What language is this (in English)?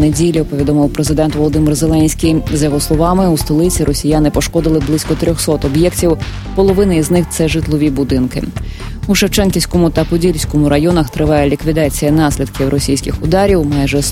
Ukrainian